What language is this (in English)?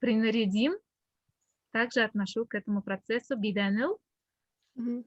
Bashkir